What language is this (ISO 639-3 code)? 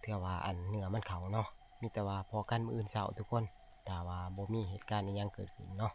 tts